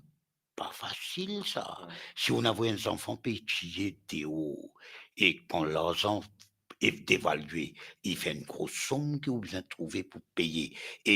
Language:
Morisyen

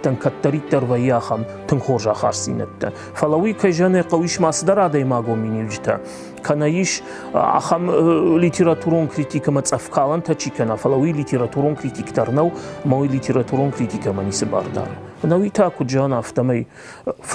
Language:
Ossetic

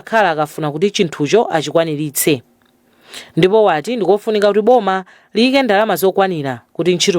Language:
Nyanja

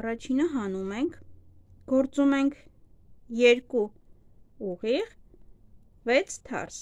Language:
Armenian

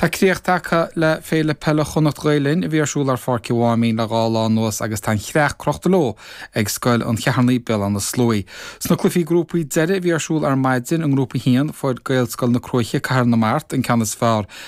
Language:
Irish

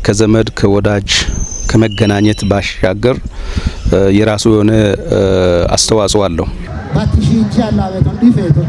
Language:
Kafa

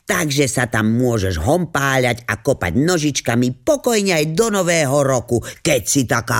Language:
Slovak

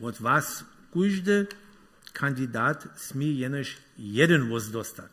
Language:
Upper Sorbian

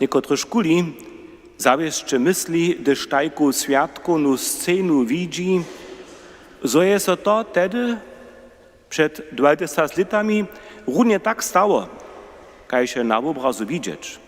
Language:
Upper Sorbian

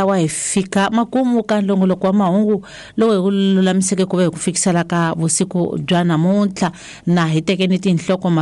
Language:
Tsonga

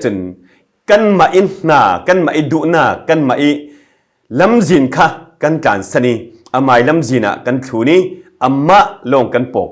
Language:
Falam Chin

